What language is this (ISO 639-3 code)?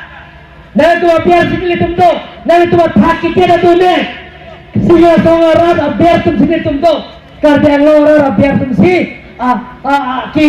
mjw